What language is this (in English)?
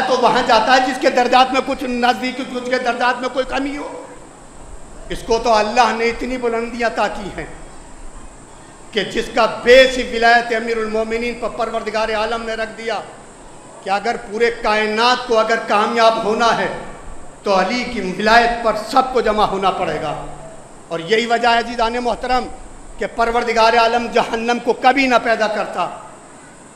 Urdu